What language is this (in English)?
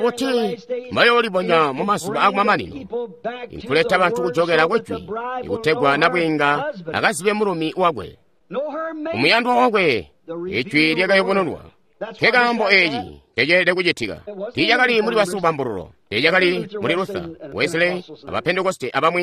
Tonga (Zambia)